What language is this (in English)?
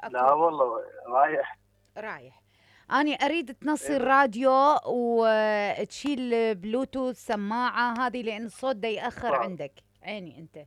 Mesopotamian Arabic